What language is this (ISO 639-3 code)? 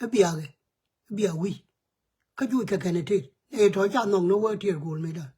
nus